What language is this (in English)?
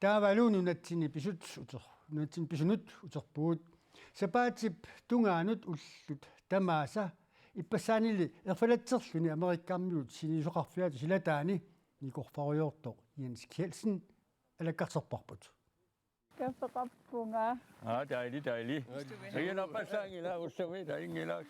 Kalaallisut